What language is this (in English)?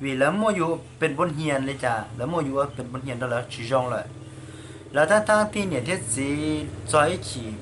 Hmong